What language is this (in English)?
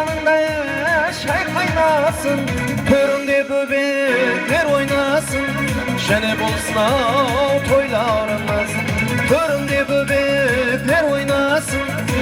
Kara-Kalpak